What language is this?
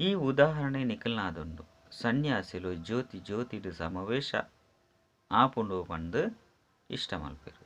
Tulu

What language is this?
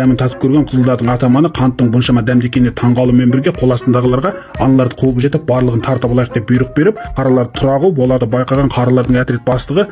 Kazakh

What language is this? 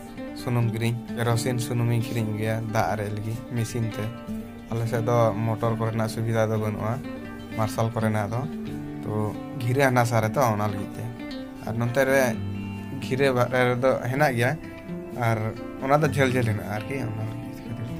Santali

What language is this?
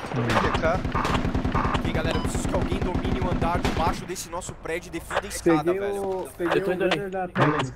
Portuguese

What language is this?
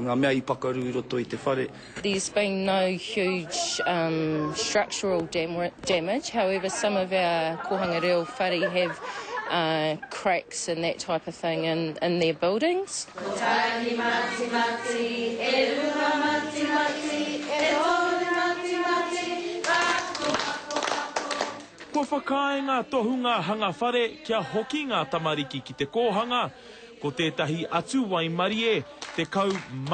Māori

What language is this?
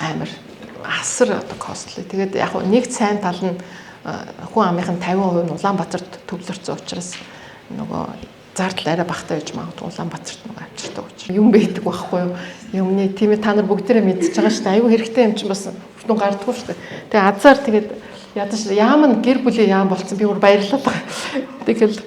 Mongolian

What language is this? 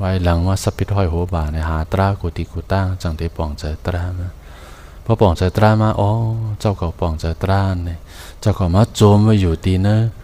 Shan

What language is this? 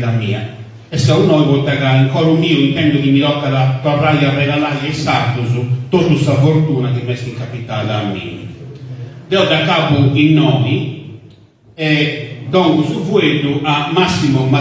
Sardinian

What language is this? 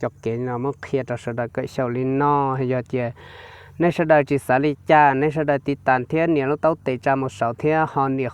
Hmong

